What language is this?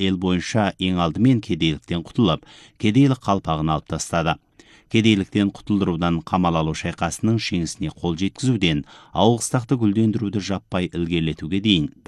Kazakh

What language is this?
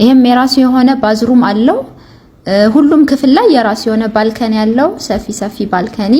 Amharic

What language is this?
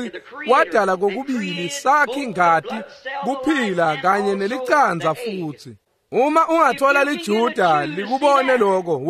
Swati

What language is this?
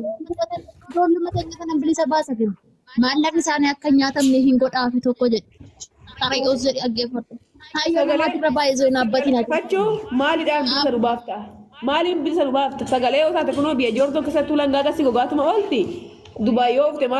Oromo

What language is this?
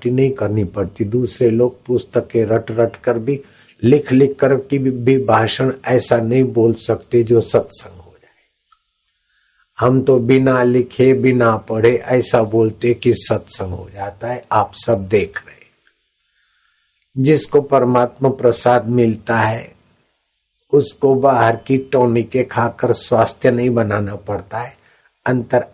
Hindi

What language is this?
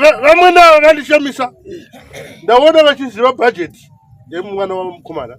Shona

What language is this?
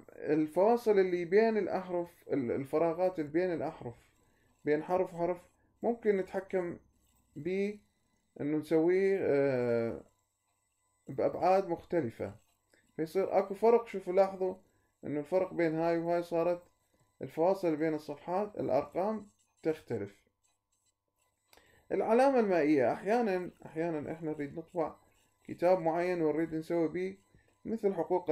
Mesopotamian Arabic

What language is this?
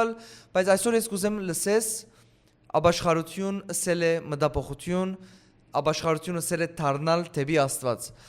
Western Armenian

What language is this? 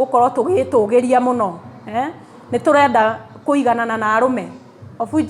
Kikuyu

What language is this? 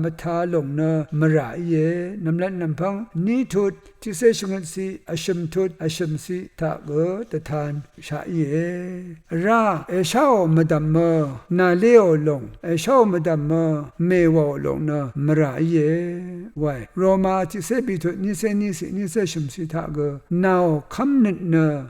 Rawang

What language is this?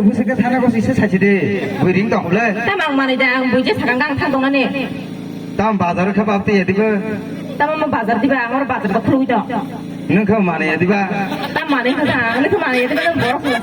Kok Borok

